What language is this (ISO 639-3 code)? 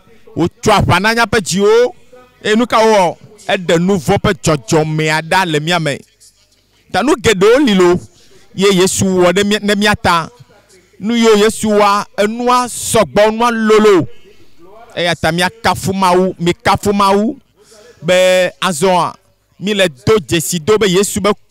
ewe